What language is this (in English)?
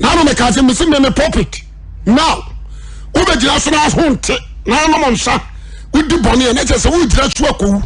Akan